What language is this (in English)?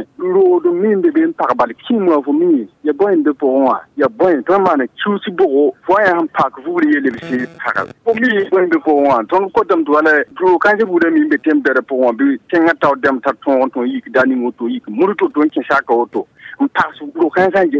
Mossi